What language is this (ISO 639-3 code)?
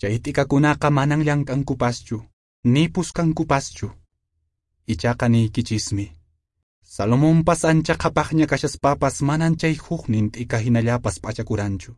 que